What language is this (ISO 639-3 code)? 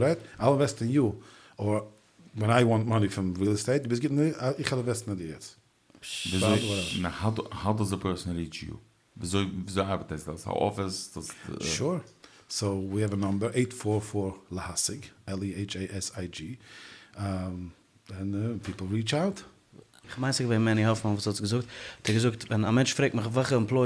yid